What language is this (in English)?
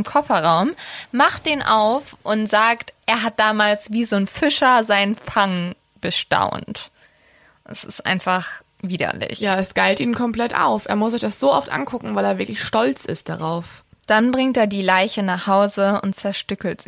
German